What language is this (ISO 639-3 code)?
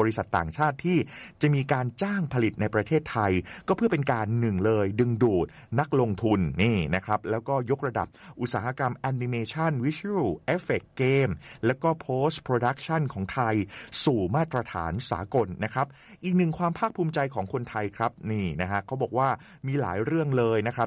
tha